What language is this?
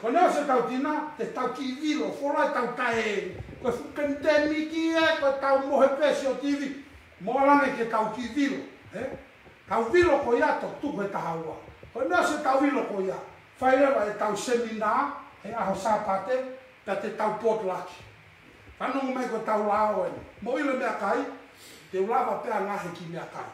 Tongan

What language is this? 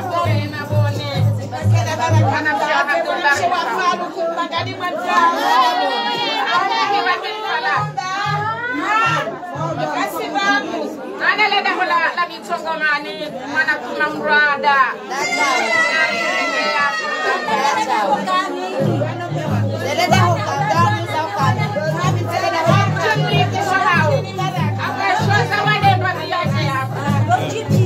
Swahili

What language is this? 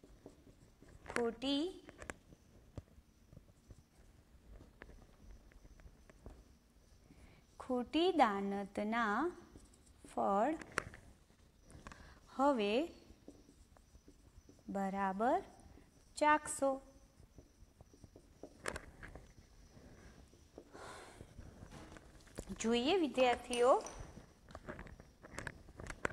Gujarati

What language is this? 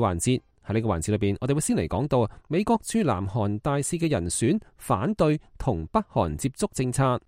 Cantonese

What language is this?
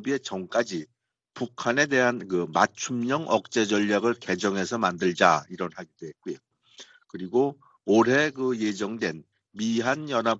Korean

